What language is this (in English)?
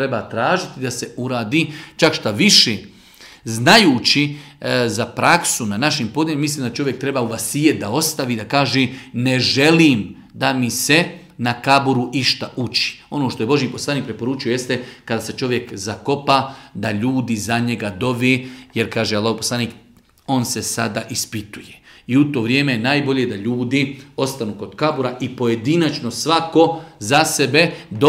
Bosnian